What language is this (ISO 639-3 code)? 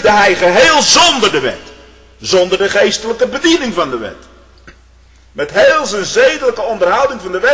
nld